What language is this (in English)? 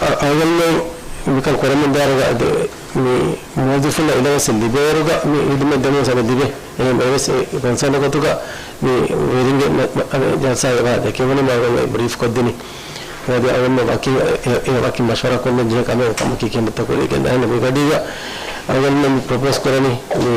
Divehi